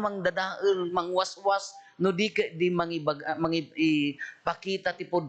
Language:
Iloko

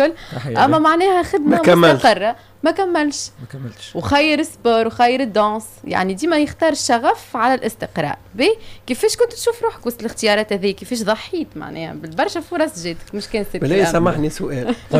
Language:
Tunisian Arabic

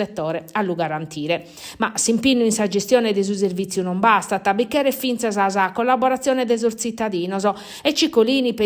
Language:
Sardinian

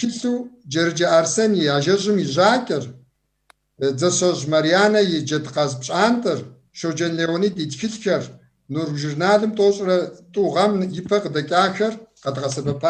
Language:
Kabardian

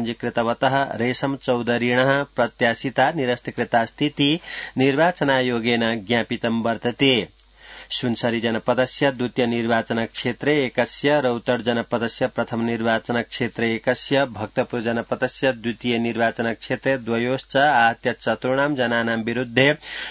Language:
Sanskrit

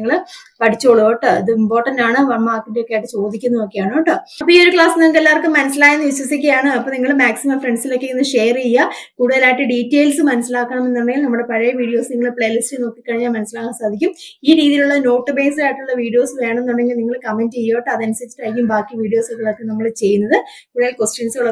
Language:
Malayalam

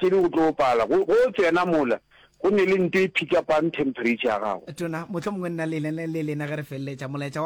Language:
Northern Sotho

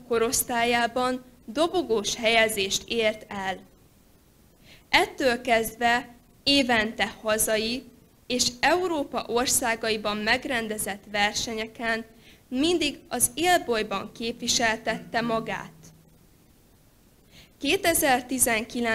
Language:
Hungarian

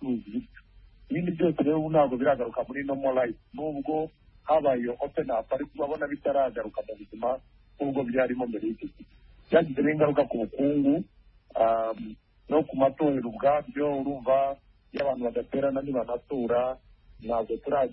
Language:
Kinyarwanda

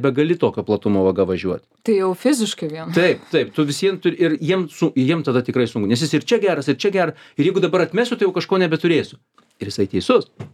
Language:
Lithuanian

